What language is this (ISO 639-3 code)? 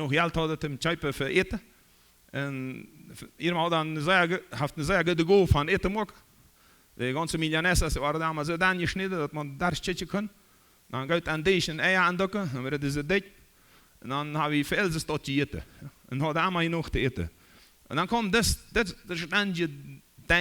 pdt